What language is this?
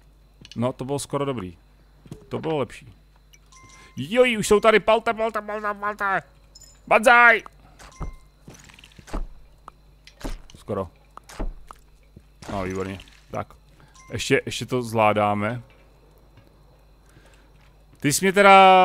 Czech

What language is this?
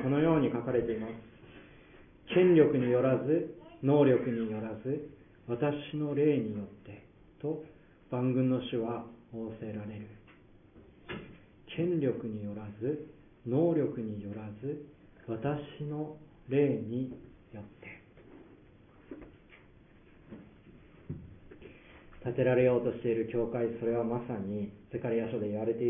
Japanese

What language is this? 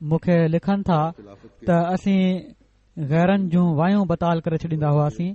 Sindhi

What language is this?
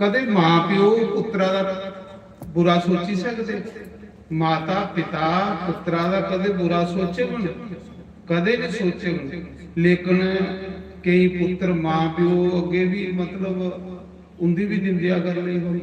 Dogri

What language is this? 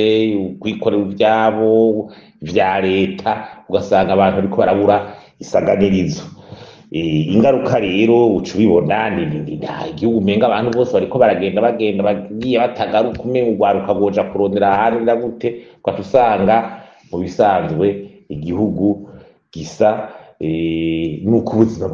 Rundi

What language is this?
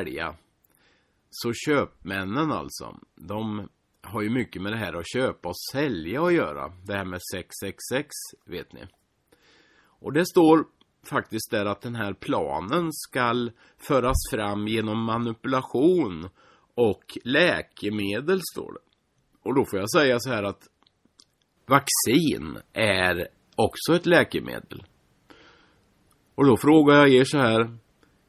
Swedish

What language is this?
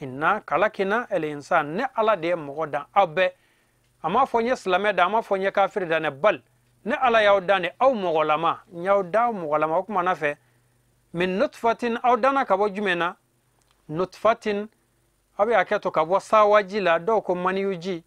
Bambara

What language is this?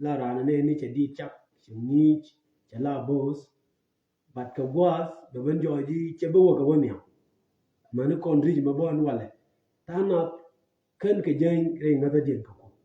Nuer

